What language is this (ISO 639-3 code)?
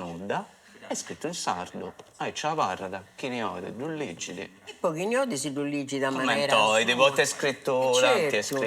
srd